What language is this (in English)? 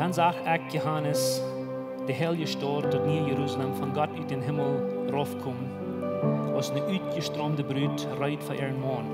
Plautdietsch